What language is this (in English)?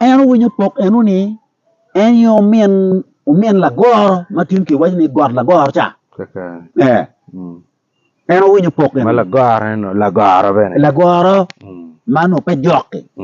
Acoli